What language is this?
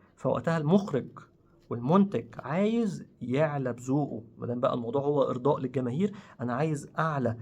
Egyptian Arabic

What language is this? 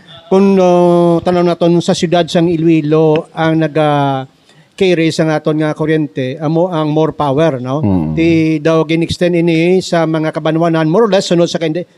Hiligaynon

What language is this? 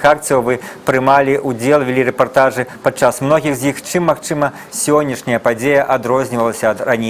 Belarusian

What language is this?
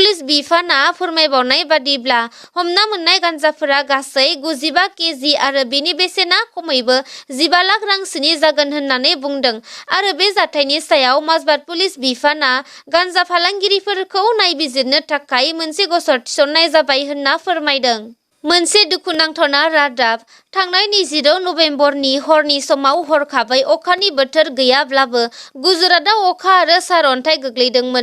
Bodo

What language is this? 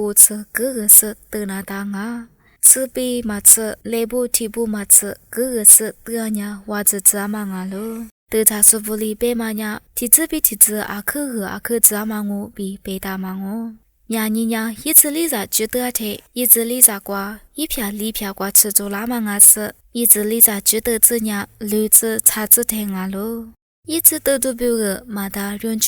Lisu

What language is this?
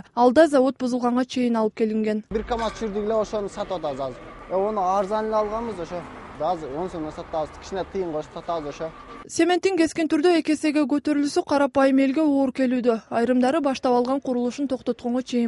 Kyrgyz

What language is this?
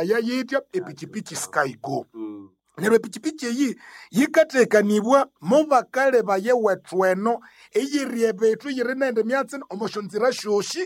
Nande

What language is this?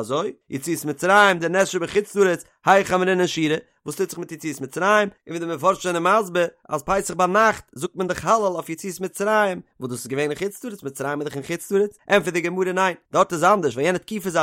Yiddish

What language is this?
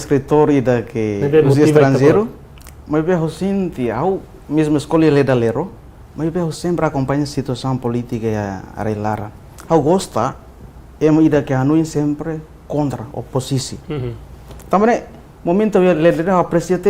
Tetum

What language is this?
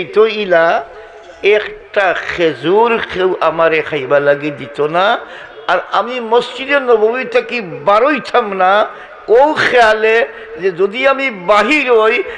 Sylheti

